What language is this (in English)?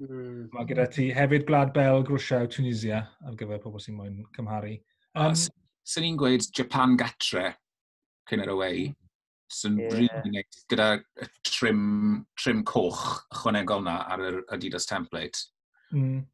Welsh